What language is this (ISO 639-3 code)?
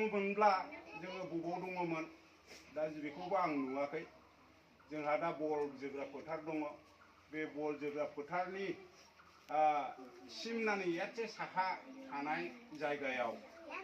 brx